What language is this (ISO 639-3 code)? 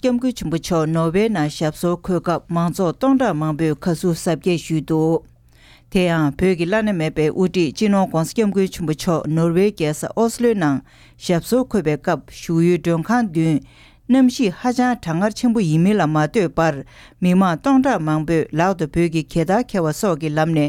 bod